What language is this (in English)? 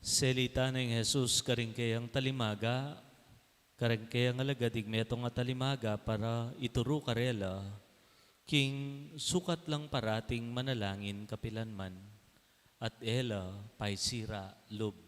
Pampanga